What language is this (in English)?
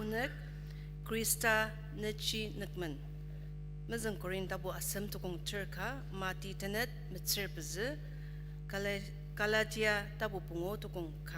Ao Naga